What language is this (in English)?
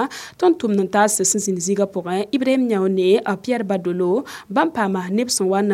Mossi